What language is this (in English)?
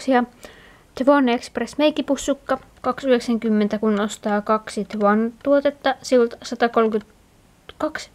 Finnish